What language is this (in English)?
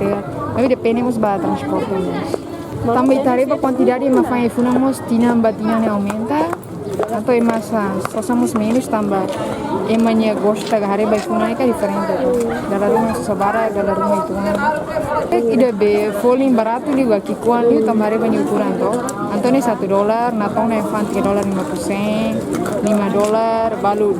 Tetum